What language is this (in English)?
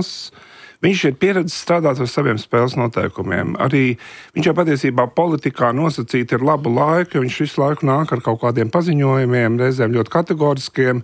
Latvian